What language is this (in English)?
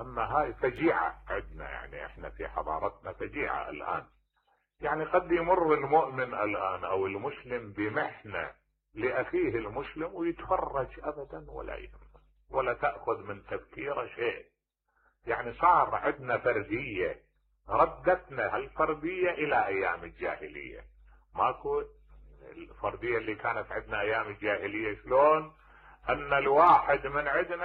Mesopotamian Arabic